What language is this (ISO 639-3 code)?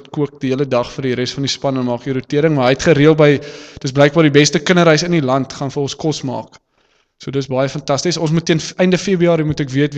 afr